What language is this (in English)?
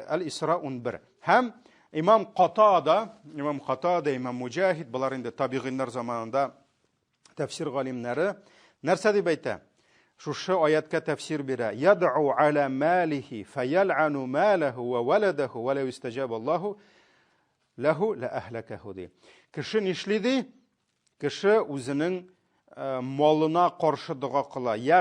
Tatar